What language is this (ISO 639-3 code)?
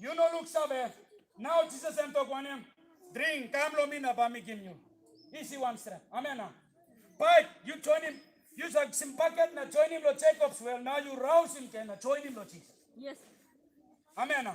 tpi